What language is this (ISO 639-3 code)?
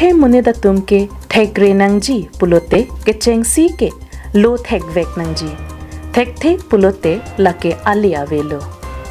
mjw